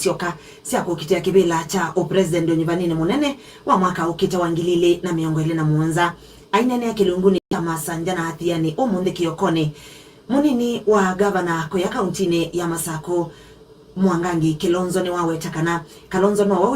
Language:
Kamba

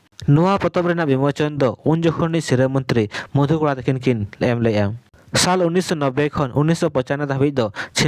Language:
Santali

